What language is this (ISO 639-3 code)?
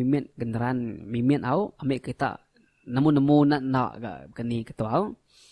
iba